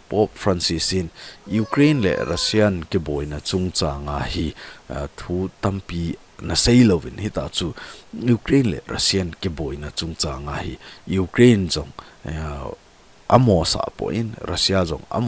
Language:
Thado Chin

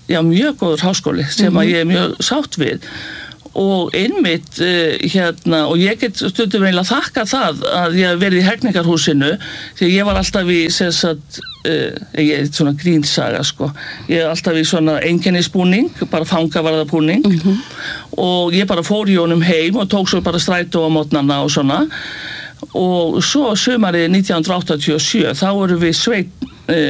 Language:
Icelandic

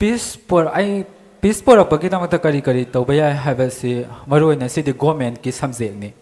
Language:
Manipuri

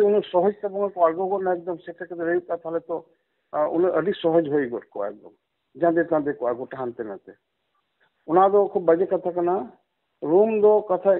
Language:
Santali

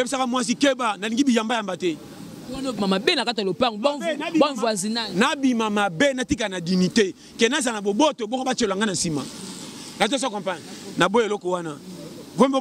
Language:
Lingala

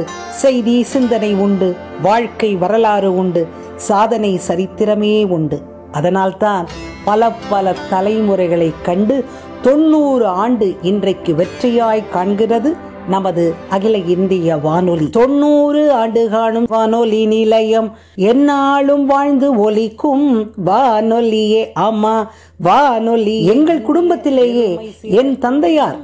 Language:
Tamil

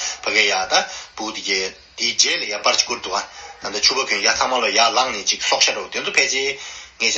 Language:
Tibetan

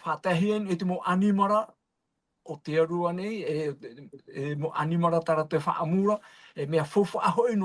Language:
Tahitian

